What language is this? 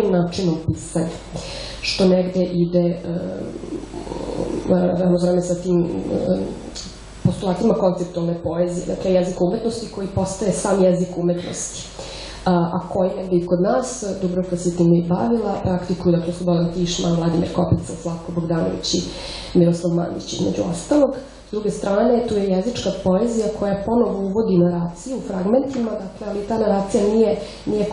Serbian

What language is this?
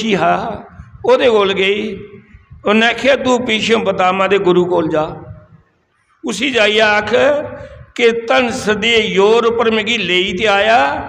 Dogri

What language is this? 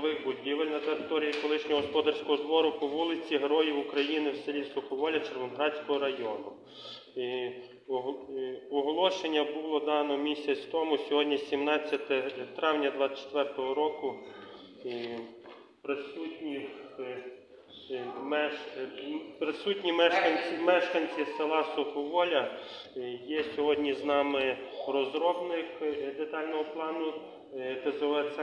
Ukrainian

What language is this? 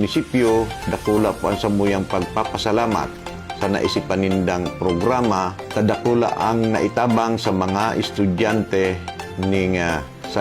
Bikol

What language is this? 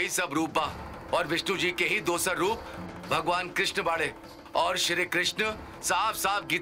Bhojpuri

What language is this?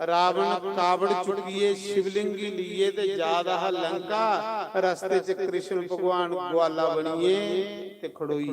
Dogri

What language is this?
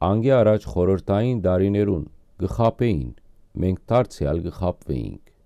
Western Armenian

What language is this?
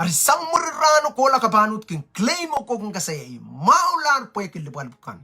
Pohnpeian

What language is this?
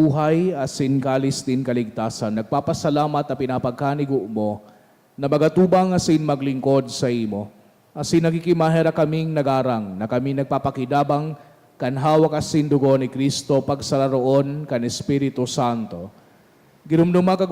Bikol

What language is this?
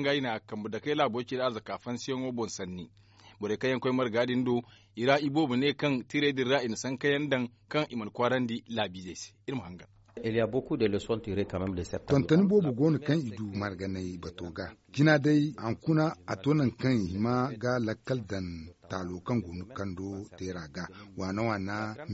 Zarma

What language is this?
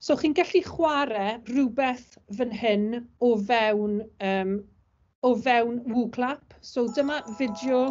Welsh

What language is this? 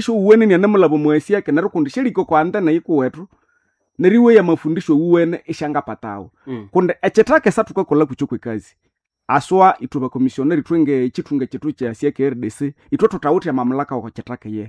Nande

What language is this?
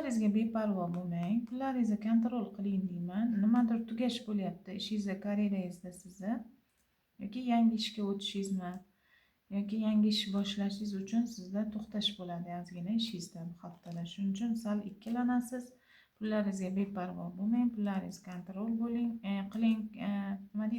Uzbek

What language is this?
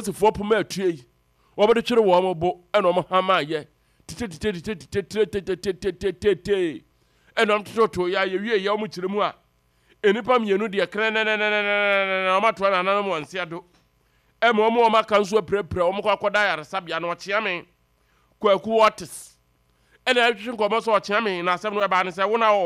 Akan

